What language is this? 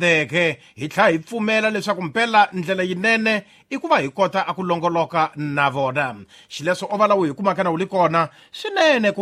Tsonga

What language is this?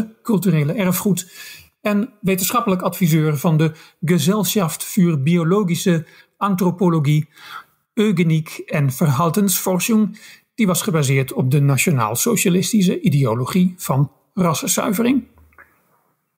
Dutch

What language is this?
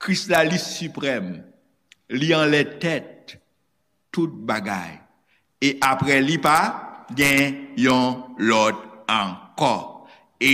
Haitian Creole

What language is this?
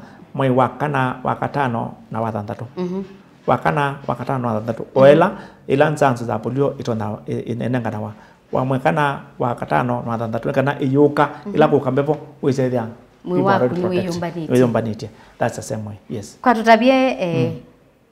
Kamba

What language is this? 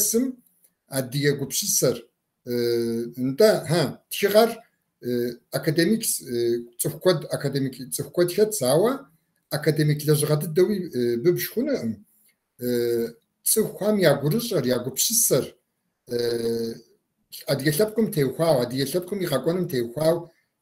Kabardian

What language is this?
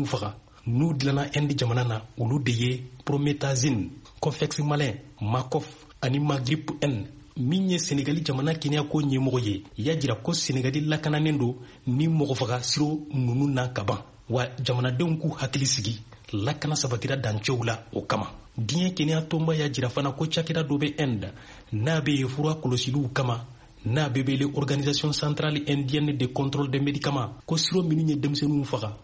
Bambara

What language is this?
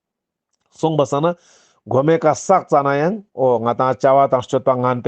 Ladakhi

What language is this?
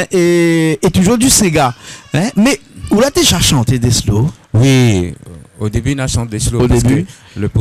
Réunion Creole French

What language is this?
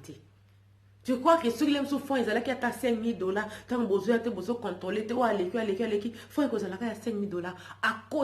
Lingala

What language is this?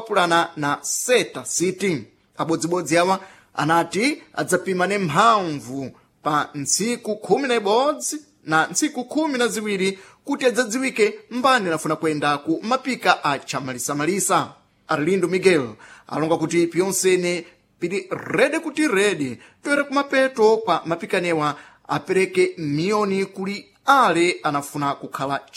Sena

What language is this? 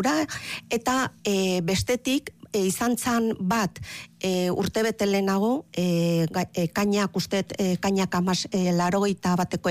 Basque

